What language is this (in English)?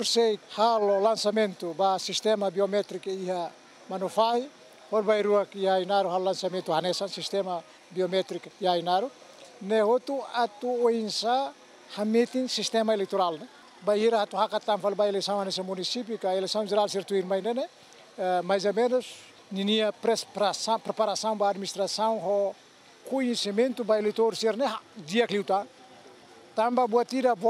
Tetum